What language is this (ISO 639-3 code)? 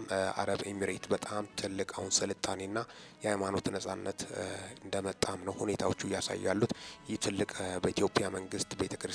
amh